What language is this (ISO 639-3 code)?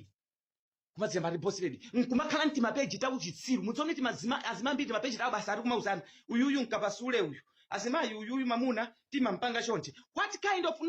nya